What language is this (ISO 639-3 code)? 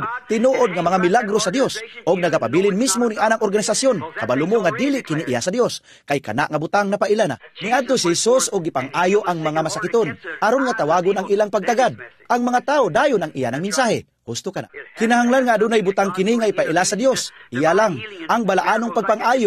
ceb